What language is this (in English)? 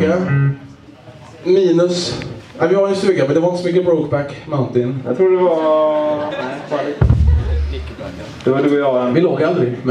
Swedish